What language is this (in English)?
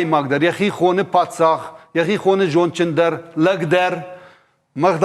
Ossetic